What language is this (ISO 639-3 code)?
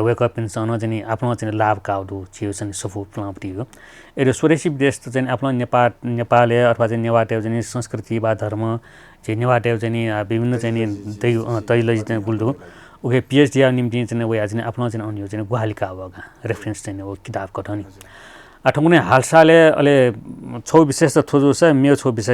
new